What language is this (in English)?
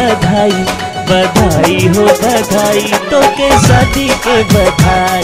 Bhojpuri